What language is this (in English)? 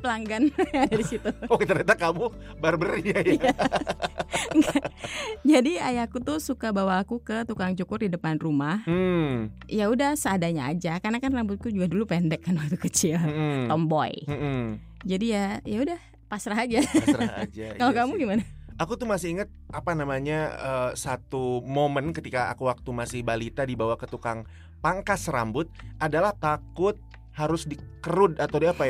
Indonesian